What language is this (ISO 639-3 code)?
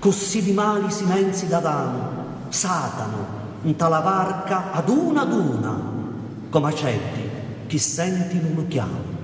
scn